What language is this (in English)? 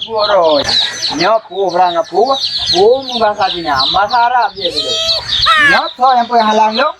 Achinese